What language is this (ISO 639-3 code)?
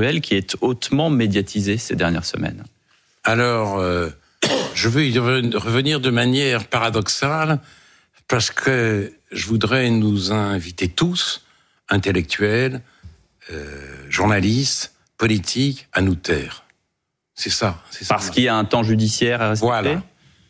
fra